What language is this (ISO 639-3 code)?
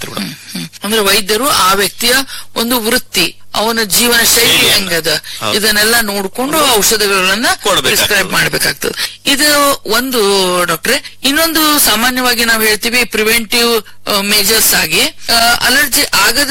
kan